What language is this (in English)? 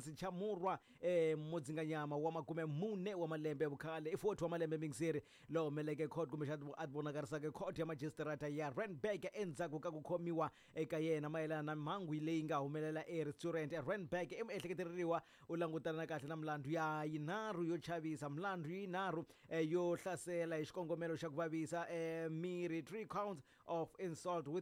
Tsonga